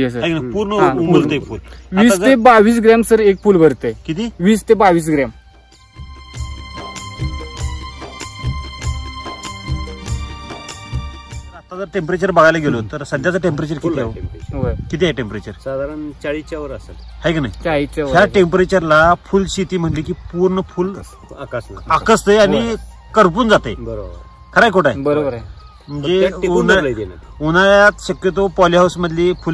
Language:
Marathi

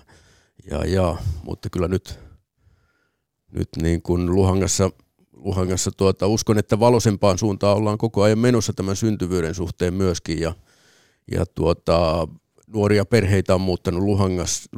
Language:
Finnish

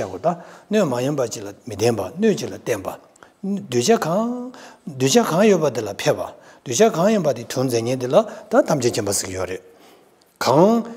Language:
Tibetan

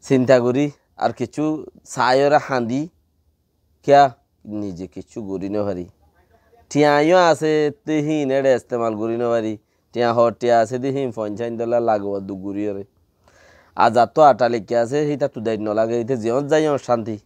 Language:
Rohingya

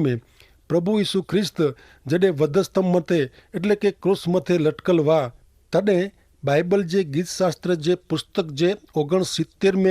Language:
Kachhi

